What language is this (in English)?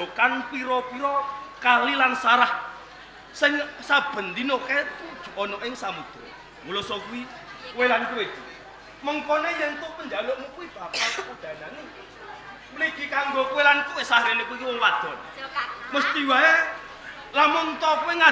Javanese